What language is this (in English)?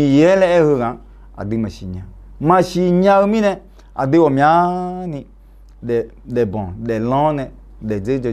Akha